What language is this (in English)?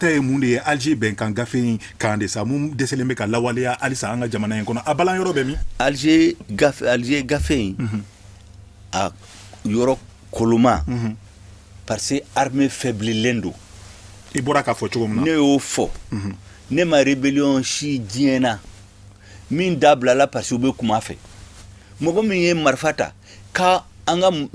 Bambara